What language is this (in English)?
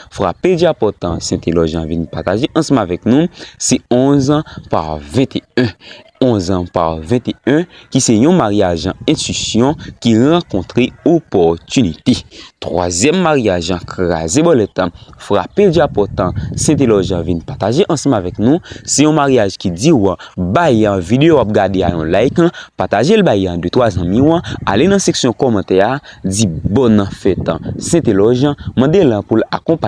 Haitian Creole